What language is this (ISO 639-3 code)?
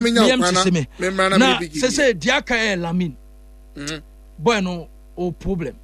aka